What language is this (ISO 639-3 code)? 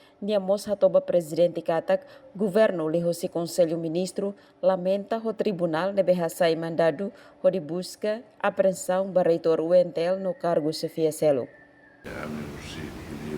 tet